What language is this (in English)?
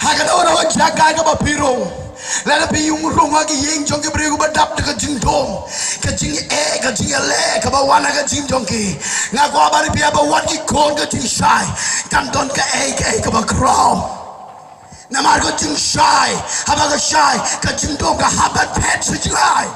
Khasi